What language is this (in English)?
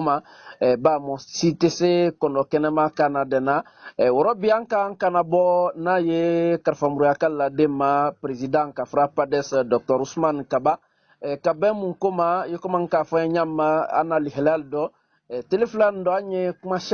Bambara